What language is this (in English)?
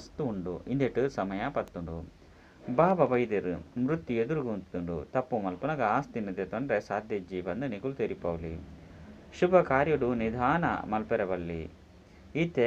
Tulu